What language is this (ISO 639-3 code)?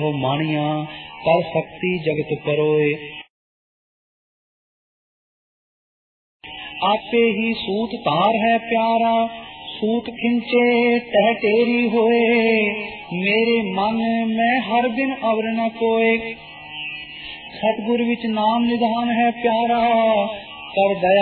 pan